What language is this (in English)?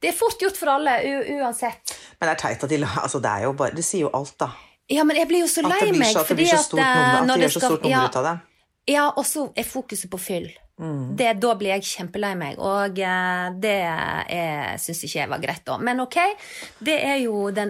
Norwegian